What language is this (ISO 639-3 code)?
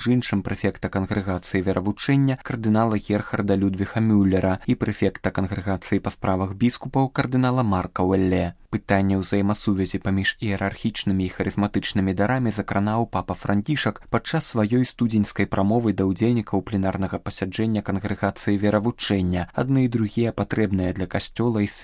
bel